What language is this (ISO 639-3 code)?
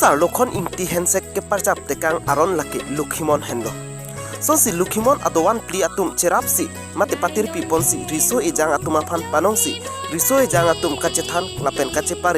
mjw